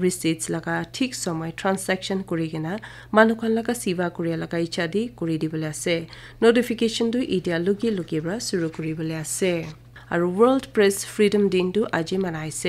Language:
Naga Pidgin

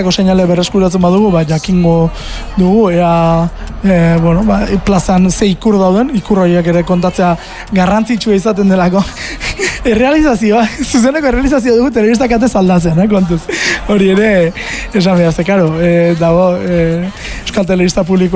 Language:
Basque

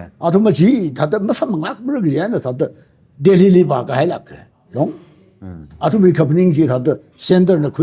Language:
Tangkhul Naga (India)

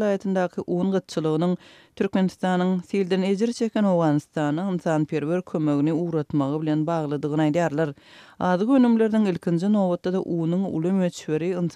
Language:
Turkmen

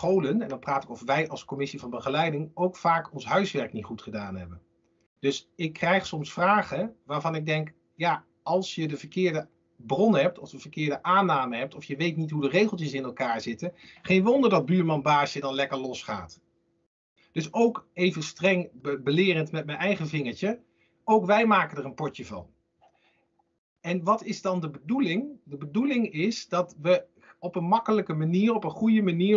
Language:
Dutch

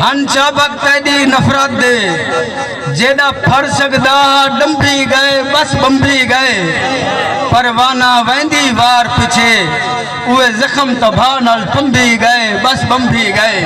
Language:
Saraiki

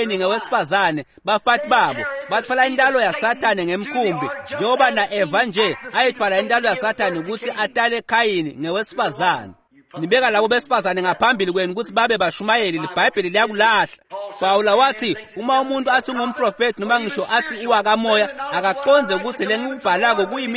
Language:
Swati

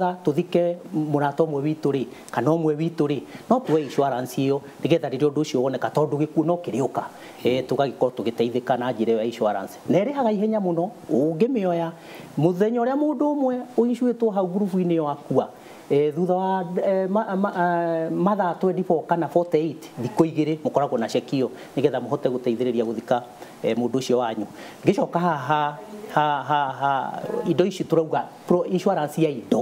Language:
Kikuyu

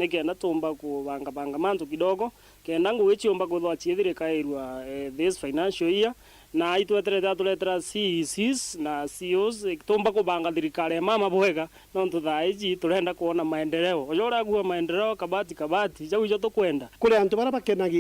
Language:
Meru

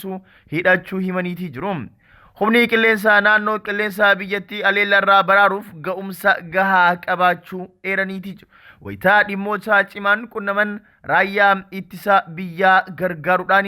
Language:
Oromo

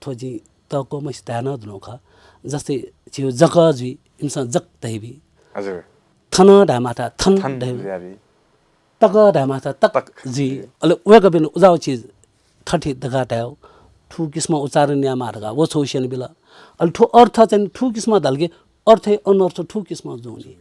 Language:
Newari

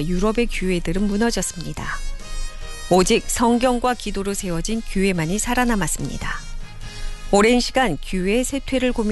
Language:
Korean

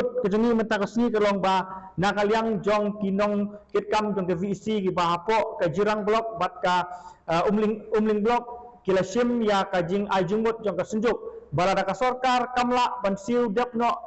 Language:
Khasi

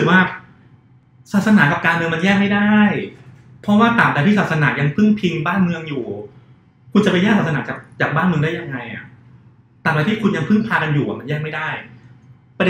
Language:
Thai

